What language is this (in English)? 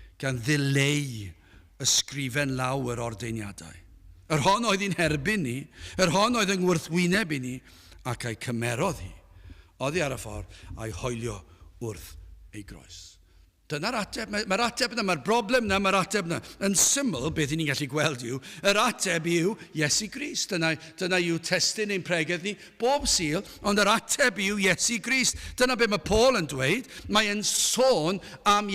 Welsh